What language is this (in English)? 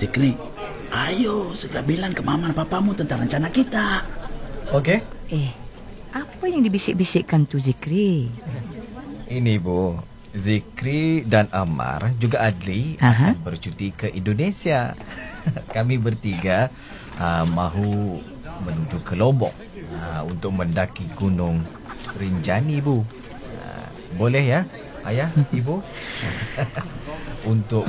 Malay